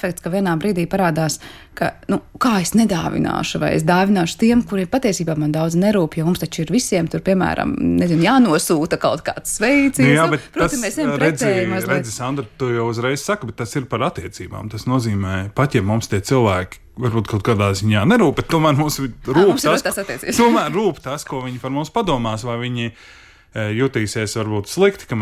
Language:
Latvian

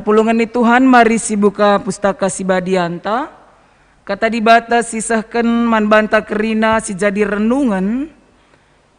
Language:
Batak Karo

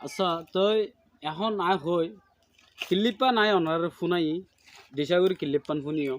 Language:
Rohingya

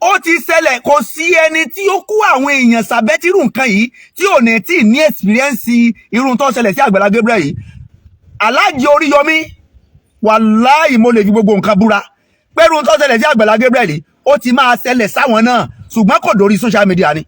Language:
Yoruba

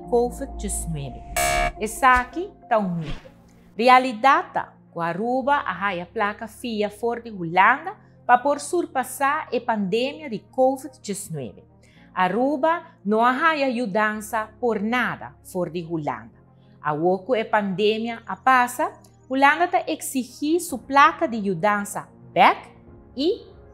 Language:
Papiamento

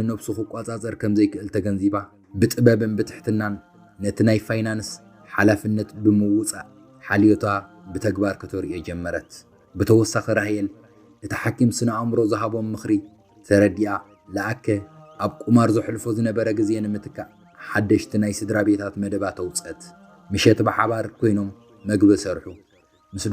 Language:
Tigrinya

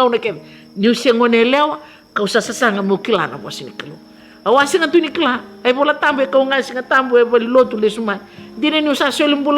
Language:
Fijian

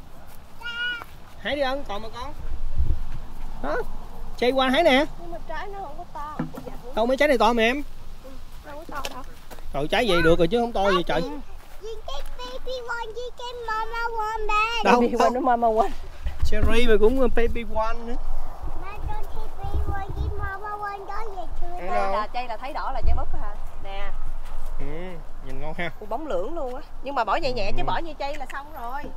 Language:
Vietnamese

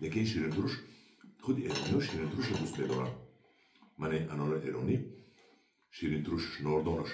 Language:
Tajik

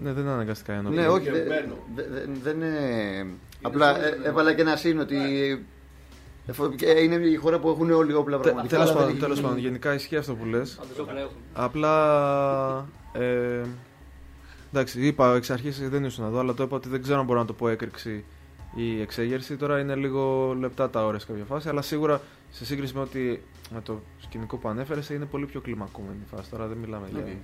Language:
Greek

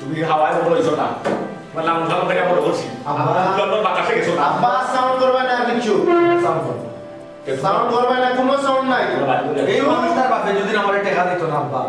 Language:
Sylheti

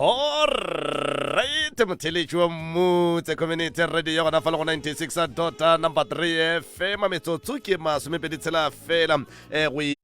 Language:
Northern Sotho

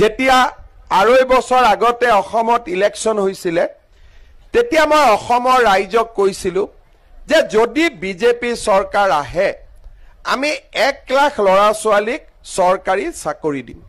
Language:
Assamese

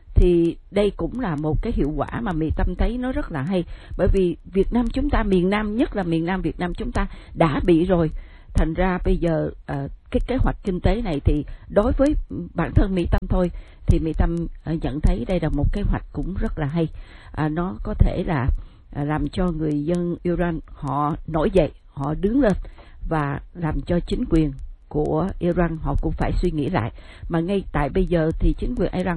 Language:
Vietnamese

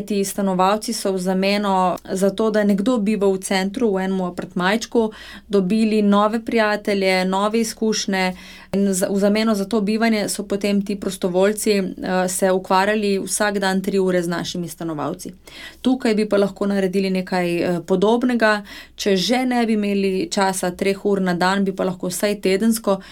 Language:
Slovenian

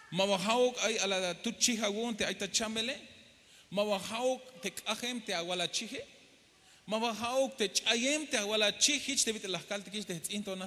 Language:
Tzeltal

